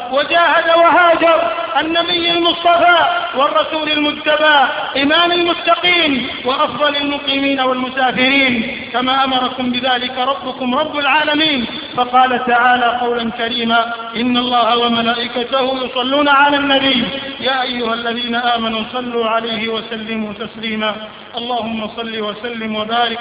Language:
Arabic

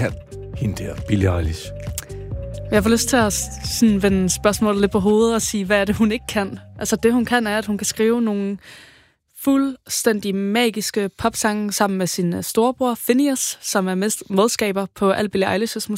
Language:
Danish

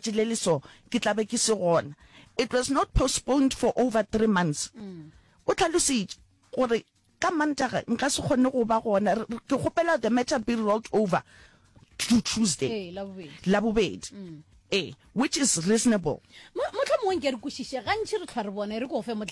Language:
Northern Sotho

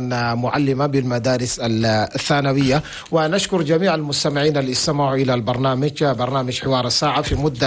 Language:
Chadian Arabic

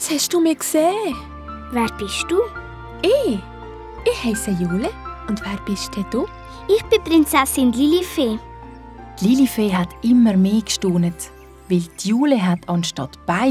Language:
Swiss German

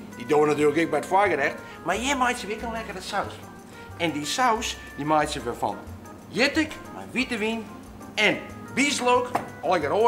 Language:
Western Frisian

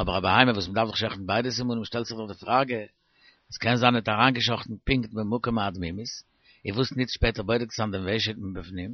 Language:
Yiddish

